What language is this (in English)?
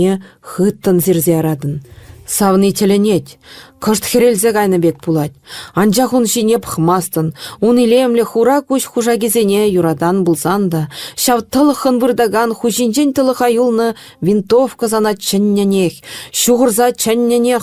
Chuvash